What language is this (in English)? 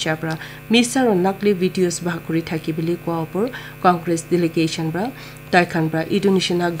Naga Pidgin